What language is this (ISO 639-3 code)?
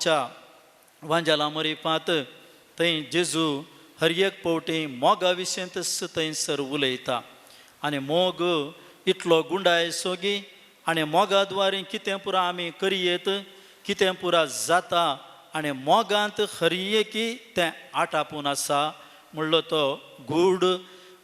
kok